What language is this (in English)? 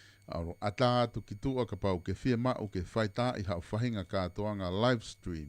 Tongan